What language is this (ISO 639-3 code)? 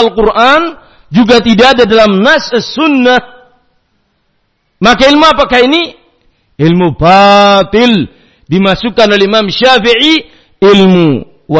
ind